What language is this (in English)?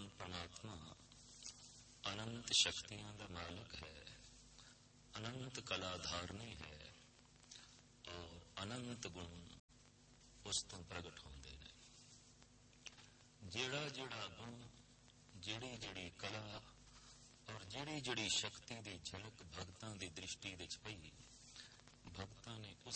Punjabi